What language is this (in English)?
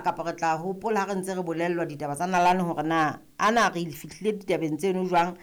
Southern Sotho